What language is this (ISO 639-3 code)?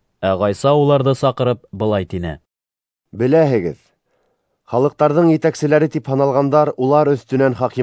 bak